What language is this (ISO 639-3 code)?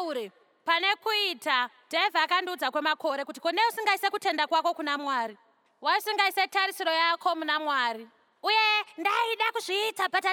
sna